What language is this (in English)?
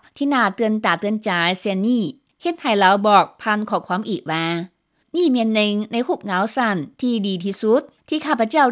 Lao